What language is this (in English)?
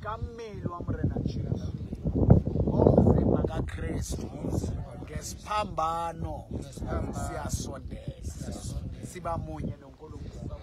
Southern Sotho